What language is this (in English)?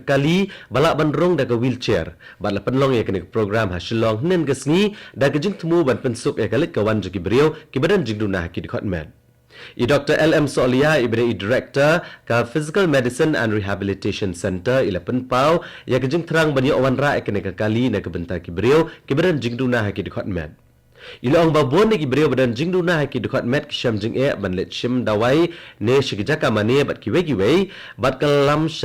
Khasi